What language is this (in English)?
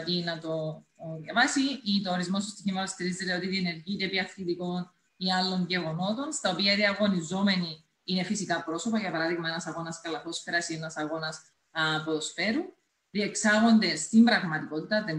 Greek